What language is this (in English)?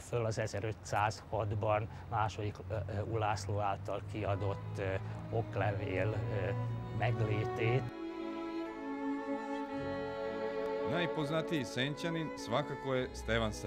Hungarian